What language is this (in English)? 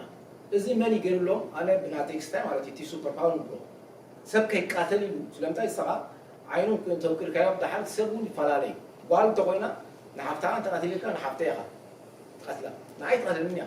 Tigrinya